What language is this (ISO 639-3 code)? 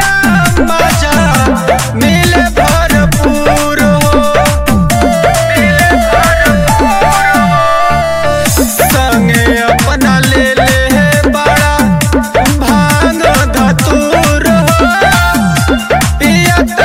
bho